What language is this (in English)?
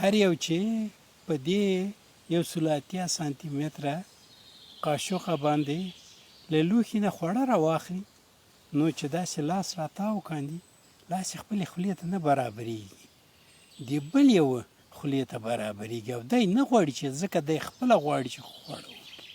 Pashto